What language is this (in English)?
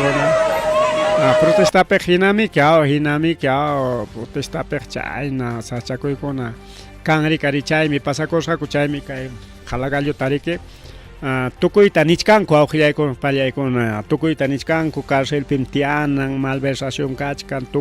Ayacucho Quechua